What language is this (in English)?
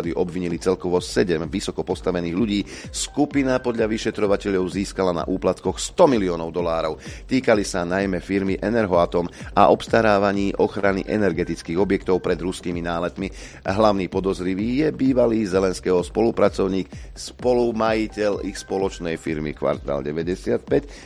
Slovak